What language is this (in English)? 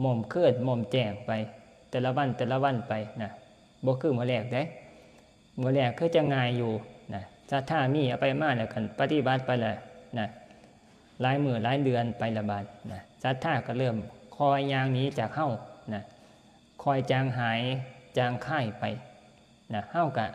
Northeastern Thai